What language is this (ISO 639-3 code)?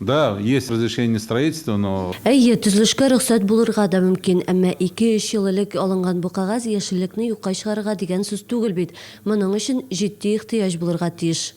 tat